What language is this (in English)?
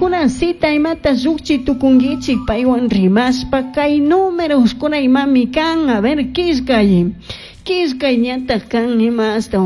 Chimborazo Highland Quichua